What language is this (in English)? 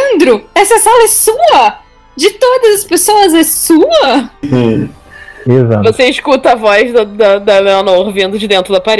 Portuguese